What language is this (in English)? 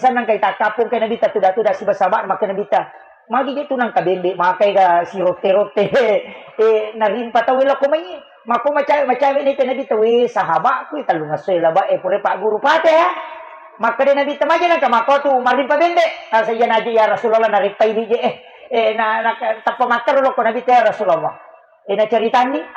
Buginese